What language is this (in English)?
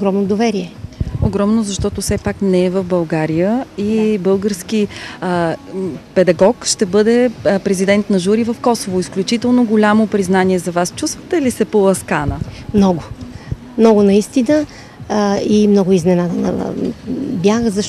Bulgarian